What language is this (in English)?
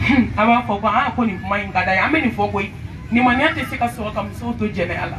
Bambara